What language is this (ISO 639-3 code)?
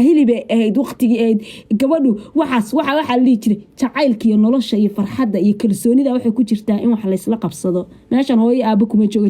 som